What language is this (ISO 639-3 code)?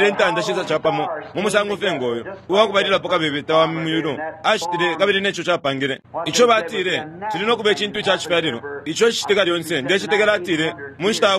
bem